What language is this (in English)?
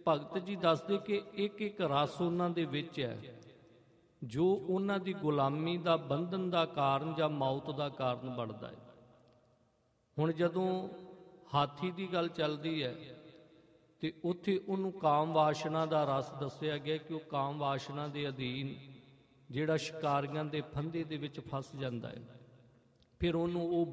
Punjabi